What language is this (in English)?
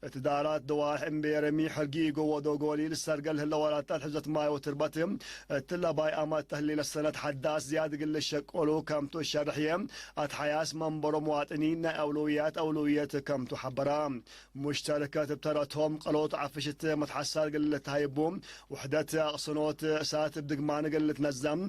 Tigre